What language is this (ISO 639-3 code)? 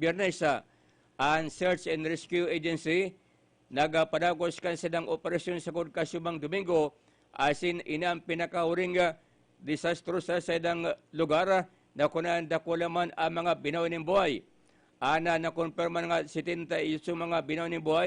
bik